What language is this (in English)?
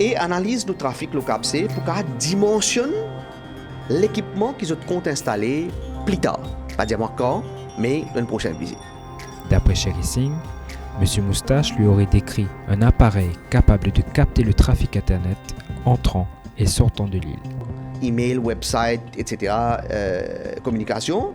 Morisyen